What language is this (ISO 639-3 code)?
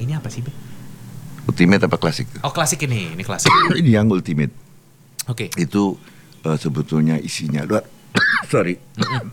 ind